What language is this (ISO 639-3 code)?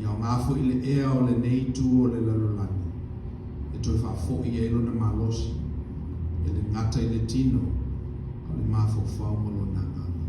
smo